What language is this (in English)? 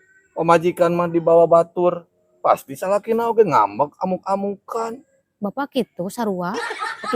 Sundanese